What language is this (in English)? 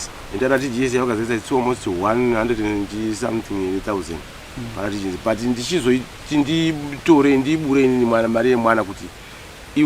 Shona